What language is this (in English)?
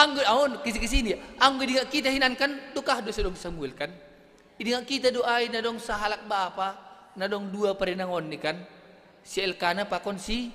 Batak Simalungun